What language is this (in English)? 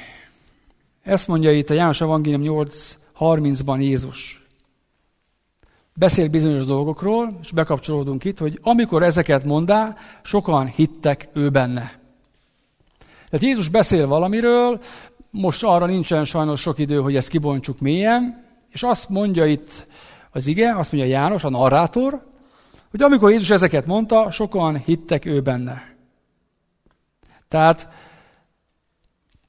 Hungarian